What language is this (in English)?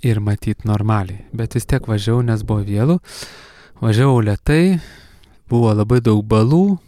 Lithuanian